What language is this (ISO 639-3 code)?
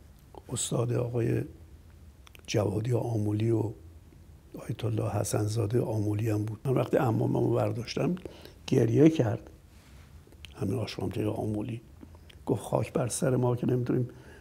fas